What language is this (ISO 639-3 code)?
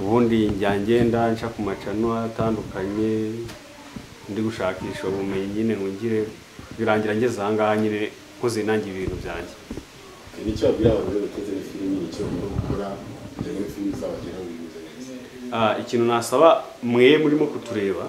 kin